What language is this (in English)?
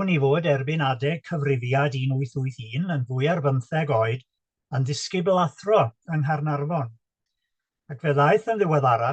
Welsh